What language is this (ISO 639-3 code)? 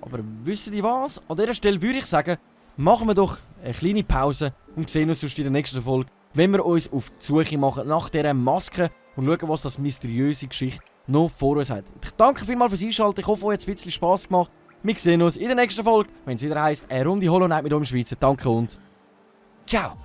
gsw